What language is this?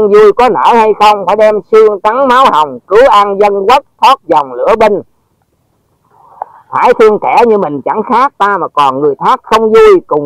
Vietnamese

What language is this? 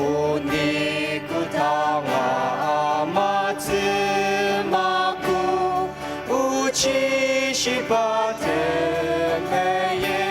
Ao Naga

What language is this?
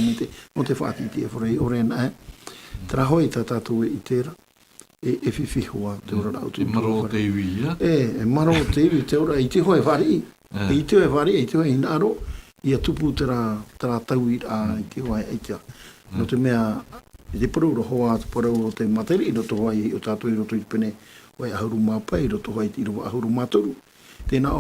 Tahitian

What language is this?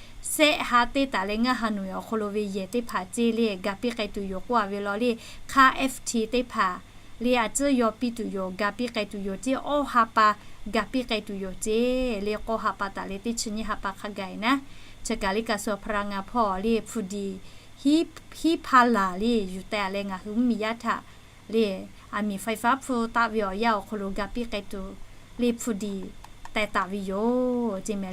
Lahu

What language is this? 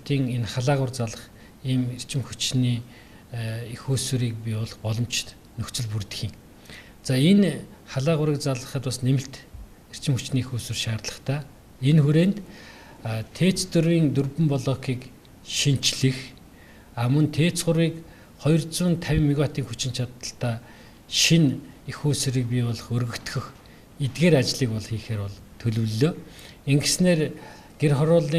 Mongolian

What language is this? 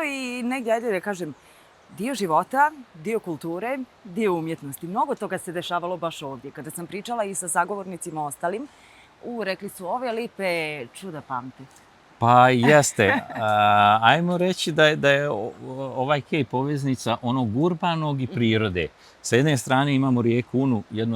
Bosnian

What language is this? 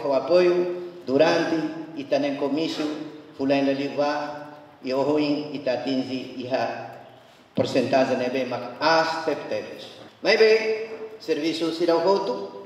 Tetum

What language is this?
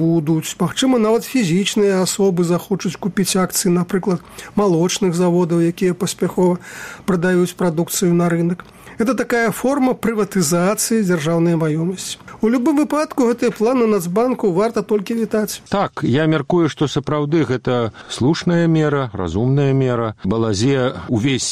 Belarusian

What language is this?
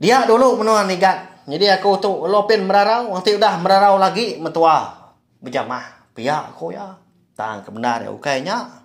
Iban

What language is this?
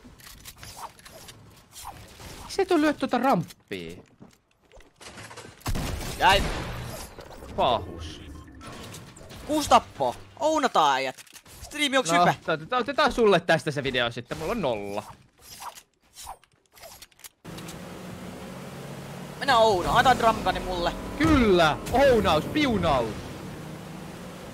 Finnish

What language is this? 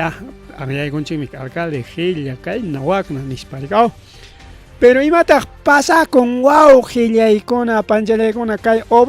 Ayacucho Quechua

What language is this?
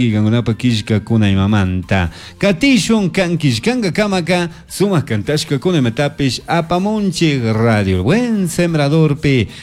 Chimborazo Highland Quichua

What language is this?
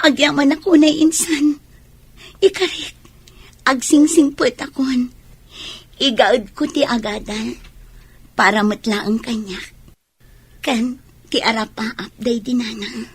Iloko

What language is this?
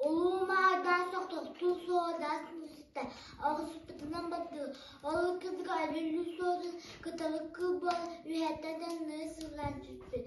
Yakut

